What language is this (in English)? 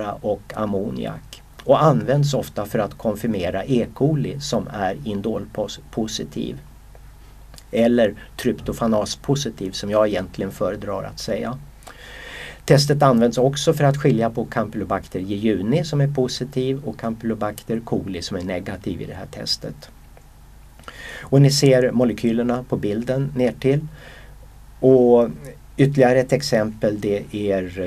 Swedish